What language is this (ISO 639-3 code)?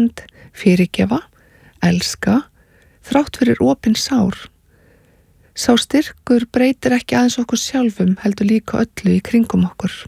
isl